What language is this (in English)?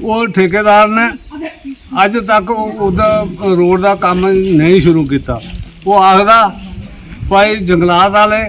Dogri